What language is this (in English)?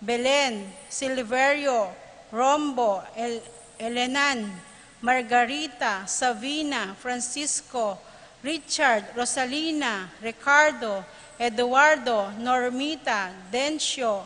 Pampanga